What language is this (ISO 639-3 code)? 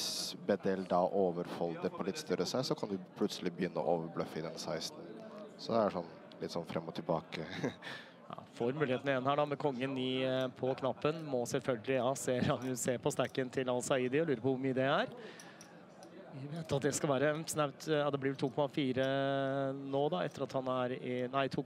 nor